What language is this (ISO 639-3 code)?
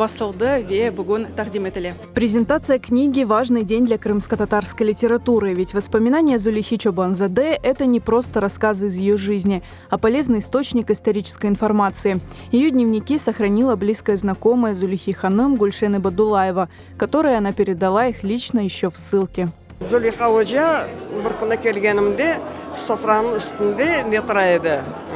crh